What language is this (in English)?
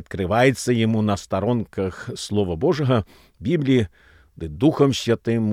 Belarusian